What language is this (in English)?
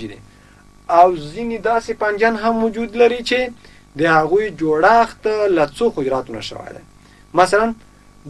Pashto